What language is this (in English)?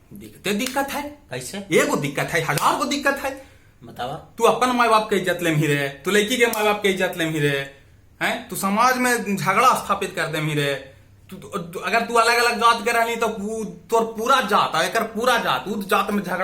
Magahi